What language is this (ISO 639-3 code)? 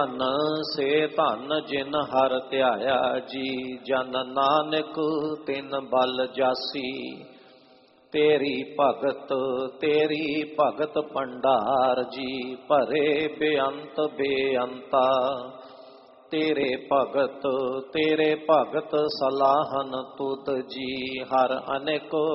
pan